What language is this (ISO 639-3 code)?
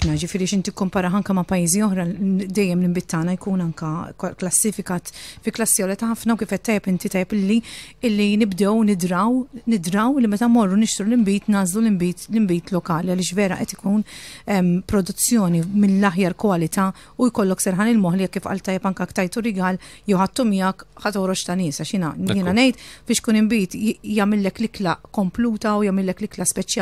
mlt